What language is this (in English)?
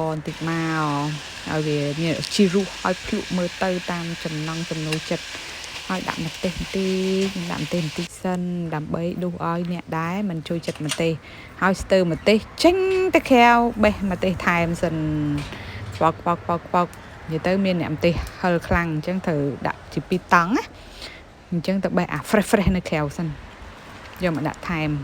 Khmer